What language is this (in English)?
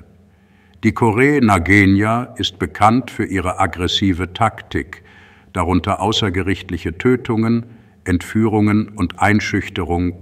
German